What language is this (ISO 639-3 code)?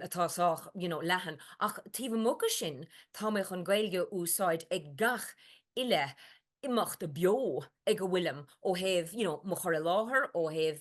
gle